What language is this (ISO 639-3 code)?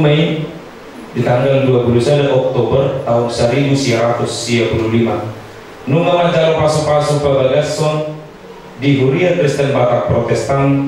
bbc